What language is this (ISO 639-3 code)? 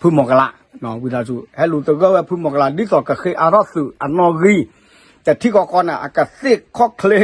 ksw